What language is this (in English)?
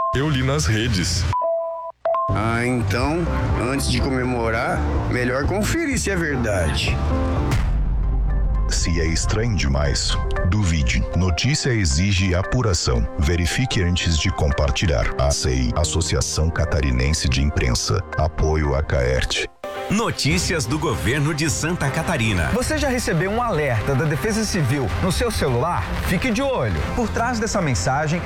Portuguese